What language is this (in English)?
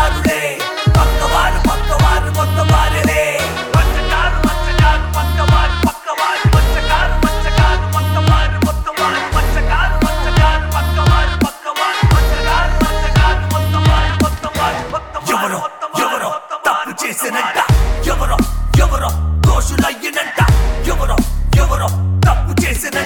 Telugu